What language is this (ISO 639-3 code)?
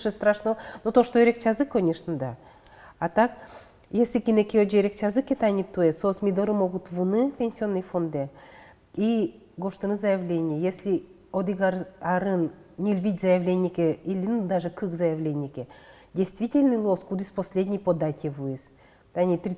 udm